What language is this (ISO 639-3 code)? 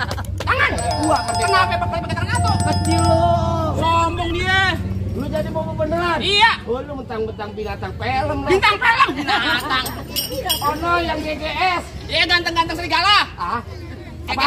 bew